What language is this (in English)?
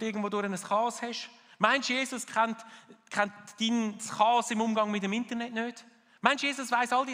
Swiss German